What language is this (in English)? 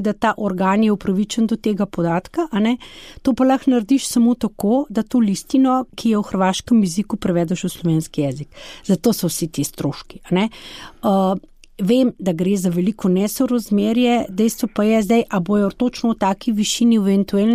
Slovenian